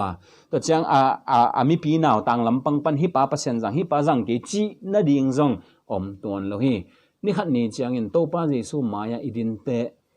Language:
Tedim Chin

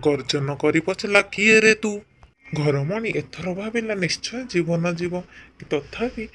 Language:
Odia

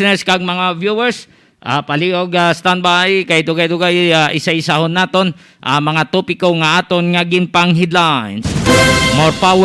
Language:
Hiligaynon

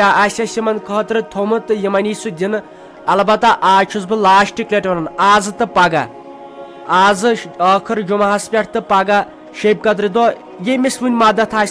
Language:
Kashmiri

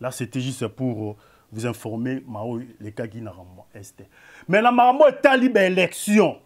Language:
Lingala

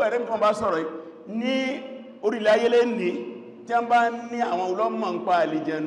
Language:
Yoruba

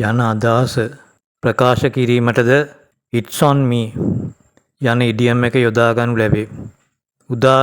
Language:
Sinhala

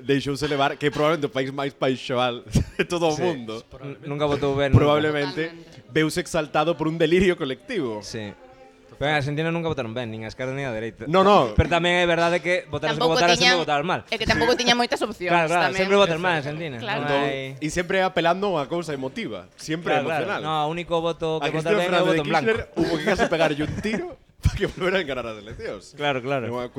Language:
Galician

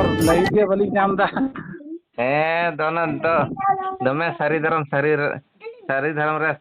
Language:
Santali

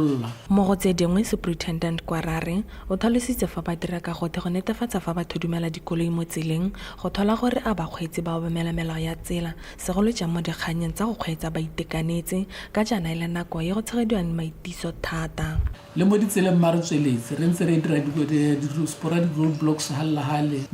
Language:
Tswana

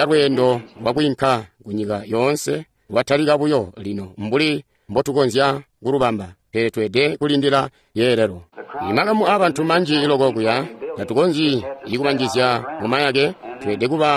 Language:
Tonga (Zambia)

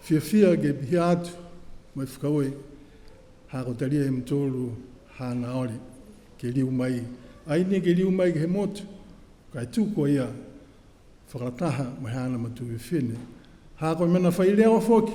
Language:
Niuean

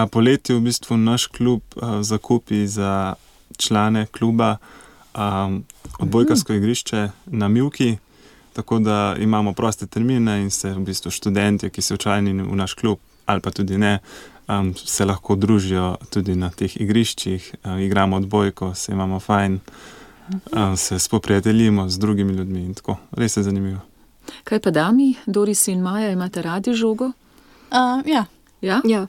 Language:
Slovenian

